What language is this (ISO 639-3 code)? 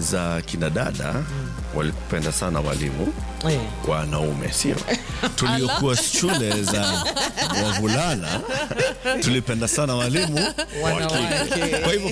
swa